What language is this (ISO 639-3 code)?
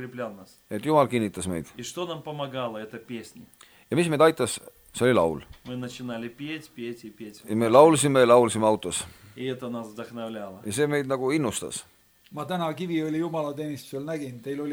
est